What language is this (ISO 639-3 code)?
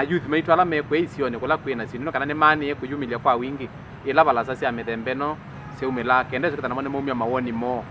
kam